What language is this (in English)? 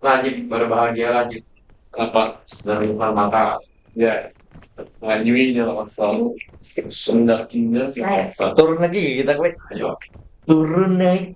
Banjar